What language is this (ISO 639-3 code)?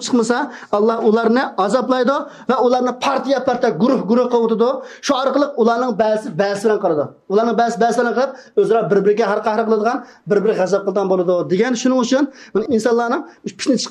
uig